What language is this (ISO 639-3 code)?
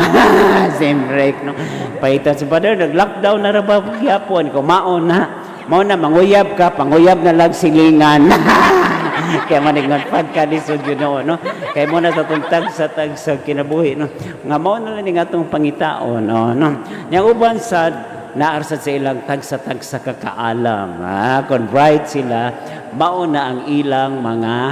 ceb